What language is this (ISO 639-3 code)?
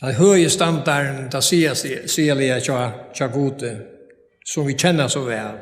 fao